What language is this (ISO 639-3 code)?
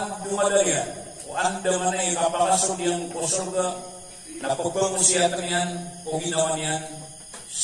mrw